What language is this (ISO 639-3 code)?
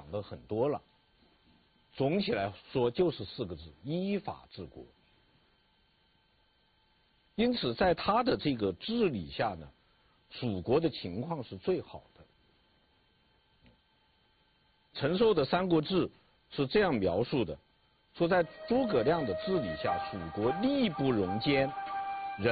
zho